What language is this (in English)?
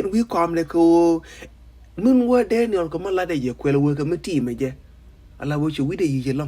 Nuer